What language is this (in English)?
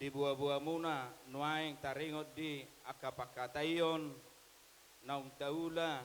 Batak Toba